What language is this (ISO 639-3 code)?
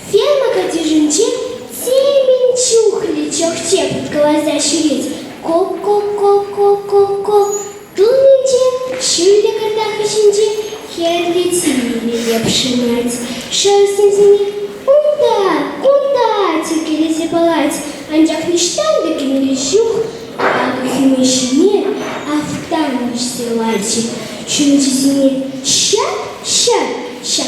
chv